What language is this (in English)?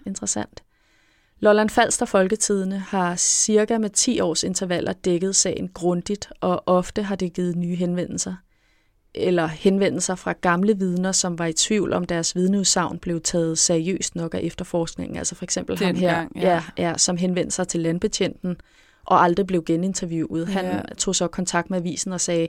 Danish